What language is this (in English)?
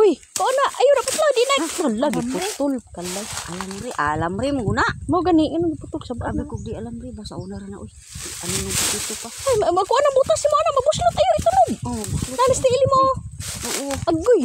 Cebuano